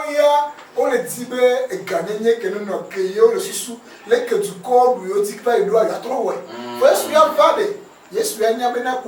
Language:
Ewe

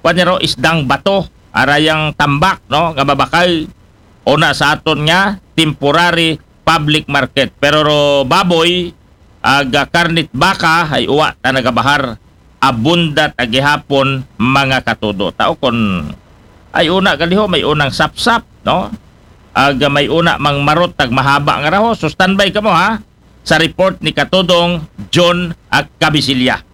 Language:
Aklanon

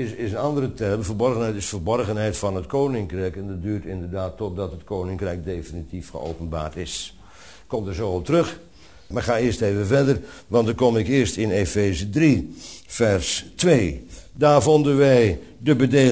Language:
Dutch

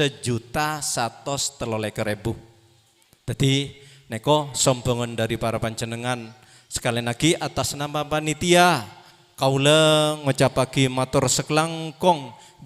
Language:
Madurese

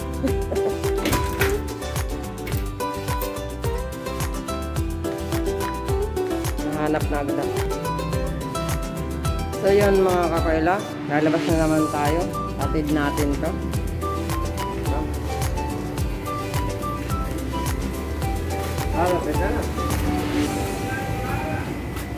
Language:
Filipino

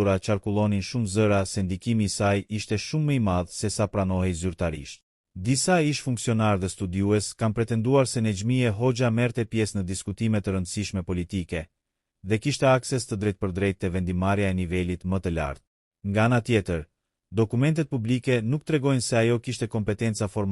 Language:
Albanian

